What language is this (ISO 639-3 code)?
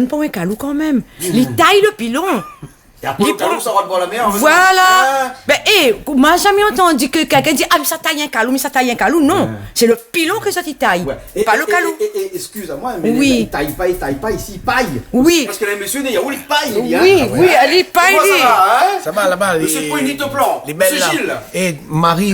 rcf